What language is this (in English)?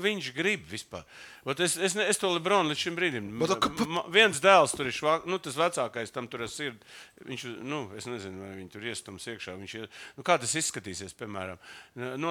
Latvian